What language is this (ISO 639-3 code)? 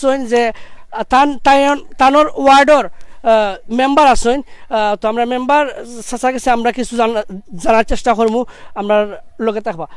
syl